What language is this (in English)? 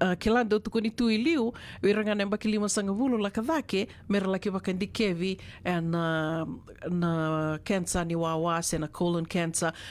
Fijian